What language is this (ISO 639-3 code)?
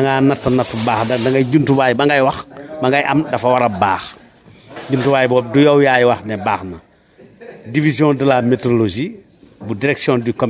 wol